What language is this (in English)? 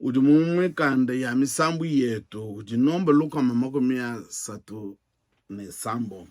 Luba-Lulua